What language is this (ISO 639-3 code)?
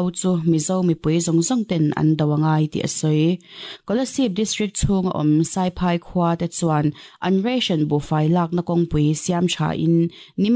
lus